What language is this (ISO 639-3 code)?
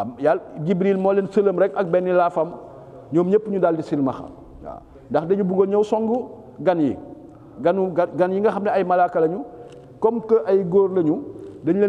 wol